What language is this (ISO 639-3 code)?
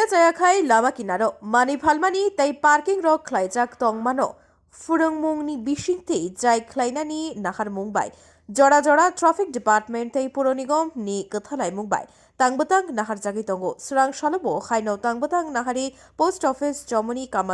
trp